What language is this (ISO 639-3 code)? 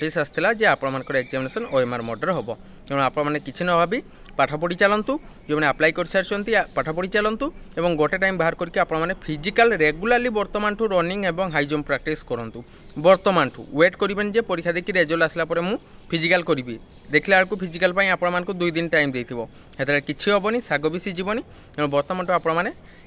ori